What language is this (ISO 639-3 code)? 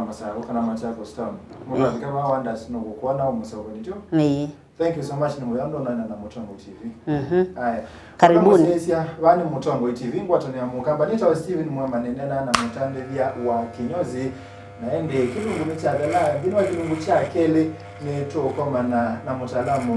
kam